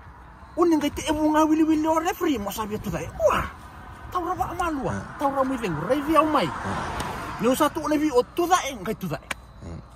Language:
Fijian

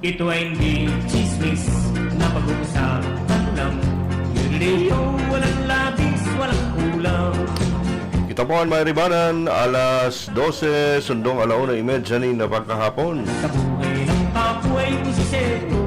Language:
Bikol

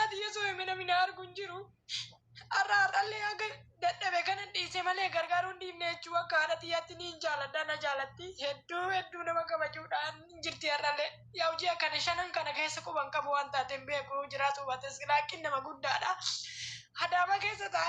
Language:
Oromo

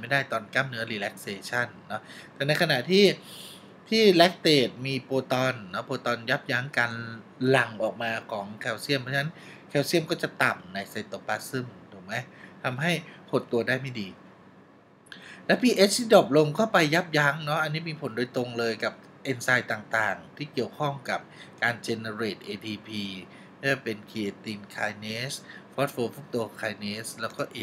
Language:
Thai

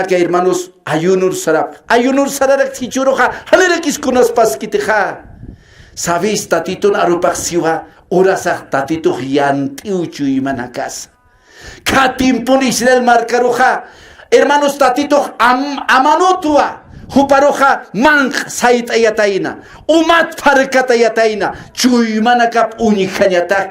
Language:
Aymara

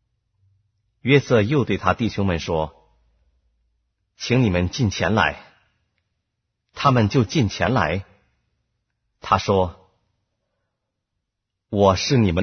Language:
Chinese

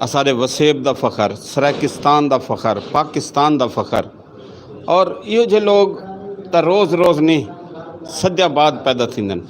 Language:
Saraiki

